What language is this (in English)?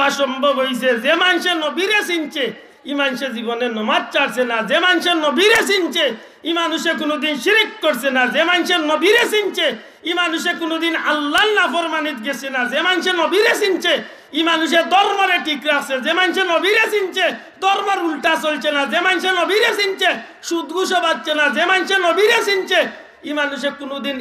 Sylheti